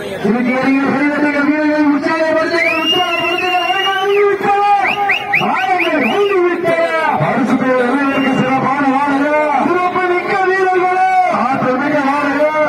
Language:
Tamil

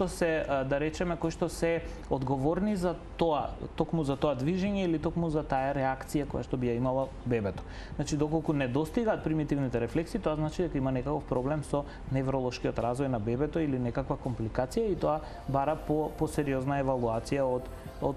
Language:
Macedonian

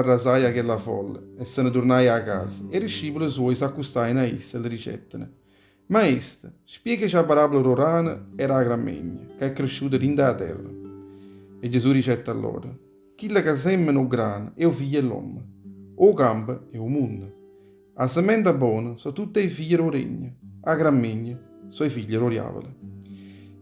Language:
Neapolitan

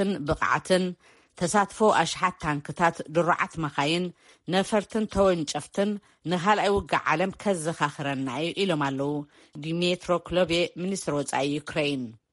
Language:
Tigrinya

